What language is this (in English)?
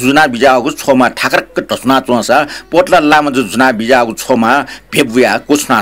Newari